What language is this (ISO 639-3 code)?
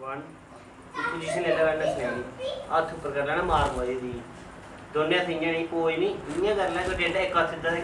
doi